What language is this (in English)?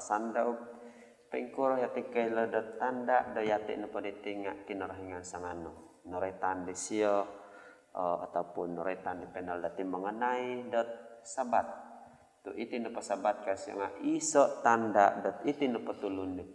Central Dusun